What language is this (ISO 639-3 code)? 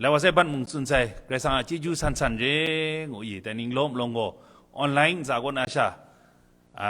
kac